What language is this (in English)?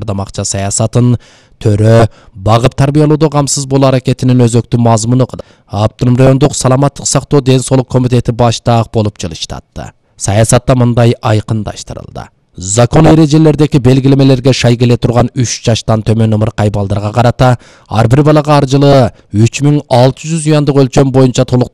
Kyrgyz